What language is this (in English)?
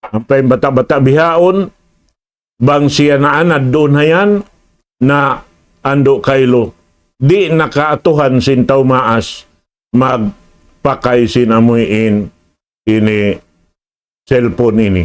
Tausug